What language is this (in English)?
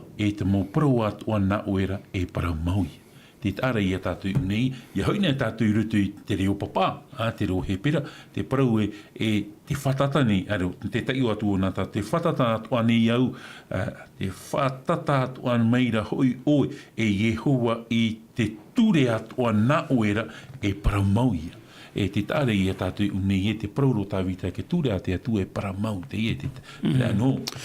Tahitian